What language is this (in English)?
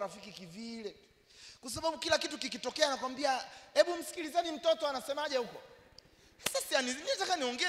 Swahili